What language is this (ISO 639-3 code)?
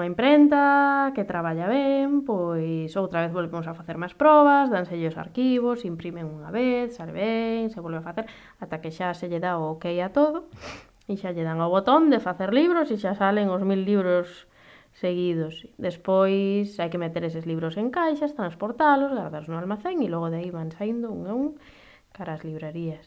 glg